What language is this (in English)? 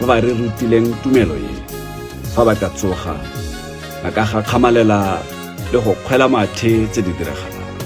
Tswana